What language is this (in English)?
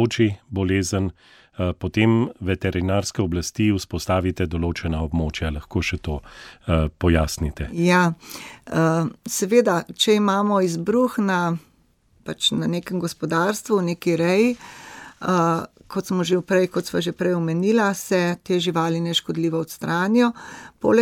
Slovenian